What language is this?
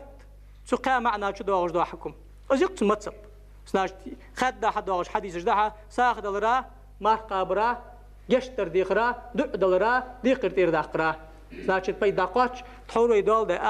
Ingush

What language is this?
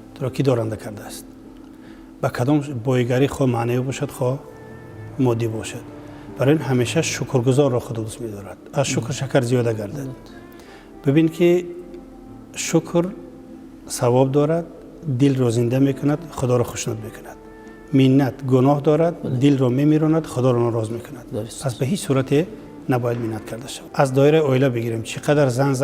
Tajik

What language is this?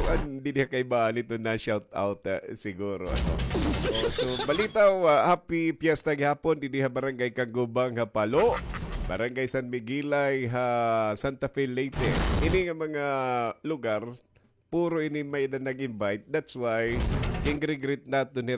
Waray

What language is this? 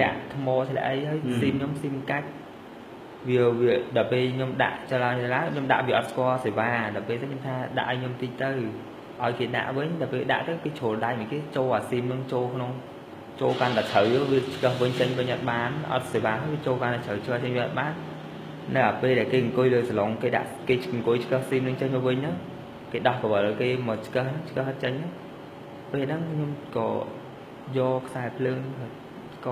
Khmer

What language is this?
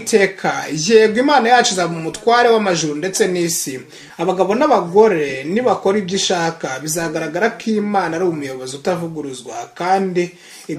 Kinyarwanda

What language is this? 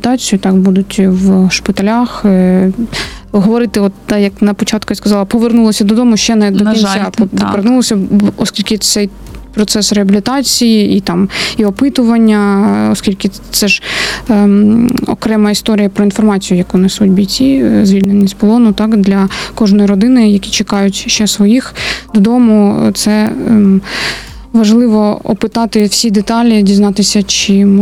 Ukrainian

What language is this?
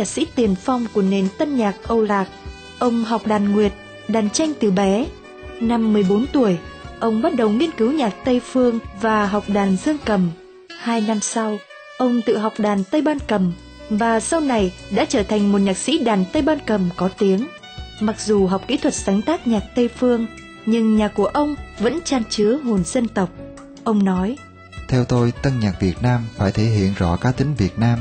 Vietnamese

